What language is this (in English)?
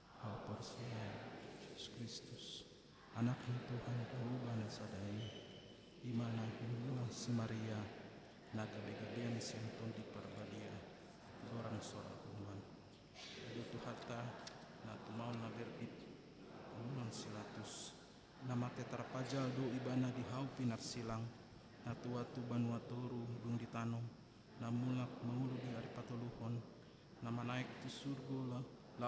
Batak Toba